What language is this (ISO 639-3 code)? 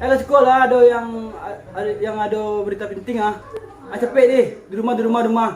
min